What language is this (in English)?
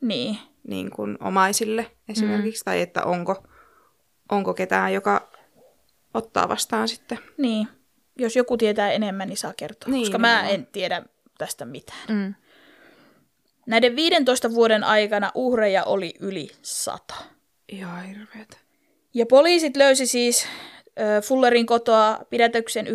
Finnish